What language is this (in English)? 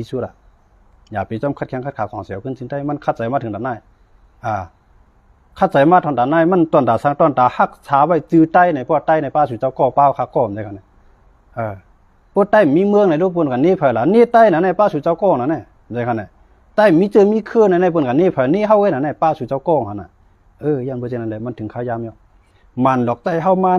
Shan